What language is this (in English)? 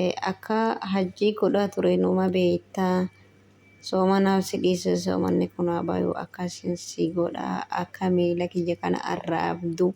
Oromo